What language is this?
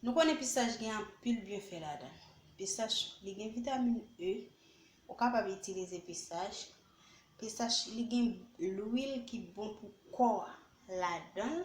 Haitian Creole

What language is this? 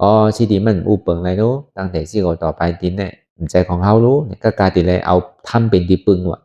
Shan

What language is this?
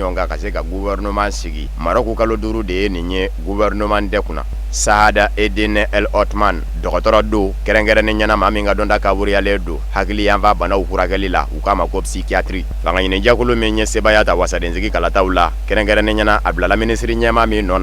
Bambara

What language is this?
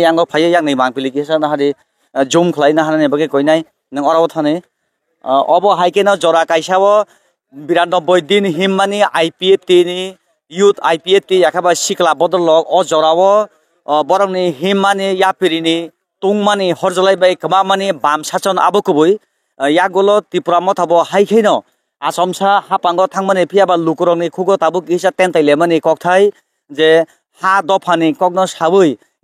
Kok Borok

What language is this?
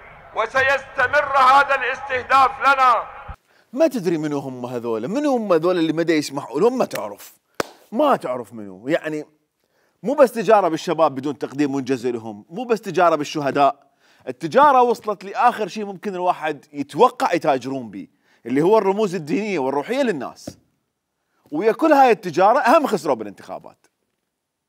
Mesopotamian Arabic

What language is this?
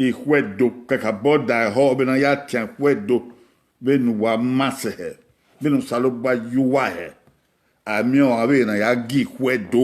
Bini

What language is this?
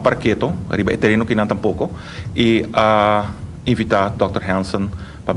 Papiamento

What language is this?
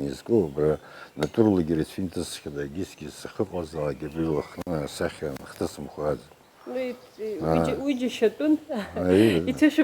Abkhazian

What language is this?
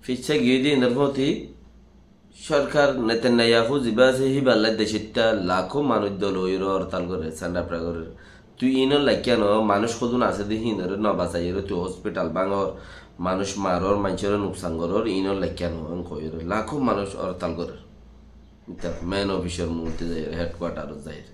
Rohingya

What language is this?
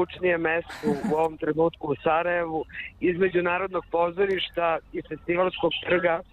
Serbian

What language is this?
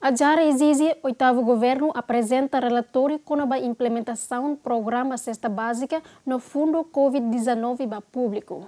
Tetum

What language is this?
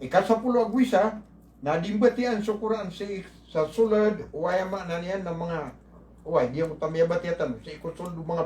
Maranao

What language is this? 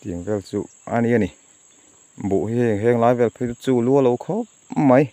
Mizo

